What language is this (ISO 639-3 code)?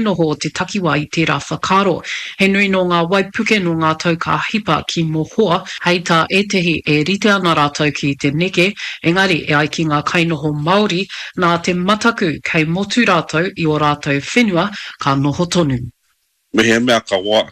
mri